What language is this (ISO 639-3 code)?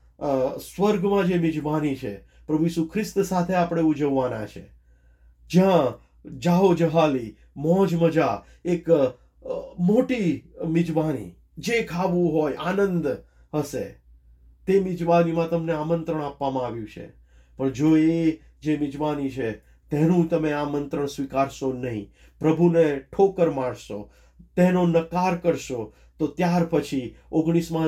guj